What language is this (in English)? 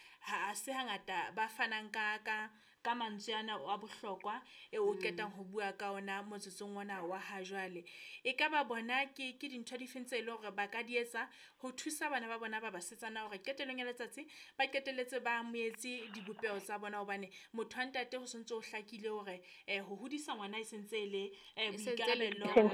Southern Sotho